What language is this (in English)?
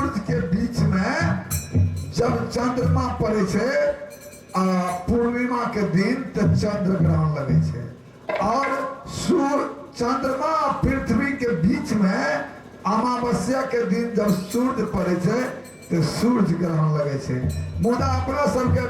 Maithili